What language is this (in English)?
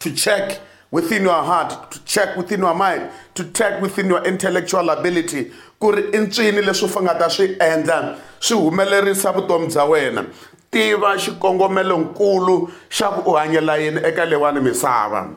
Tsonga